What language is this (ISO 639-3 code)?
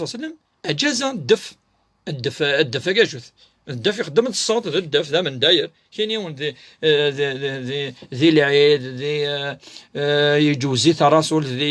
kab